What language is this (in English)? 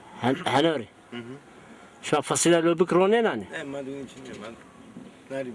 Zaza